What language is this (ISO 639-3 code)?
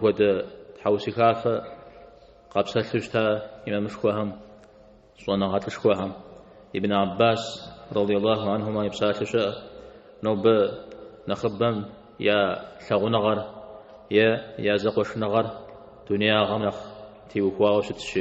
kbd